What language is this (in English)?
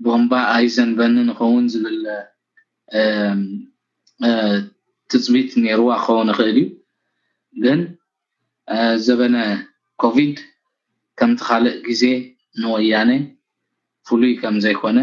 Tigrinya